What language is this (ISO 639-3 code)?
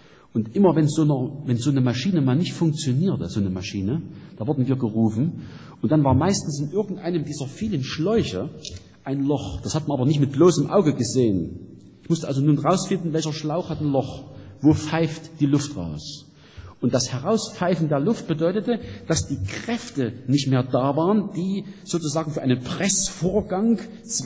deu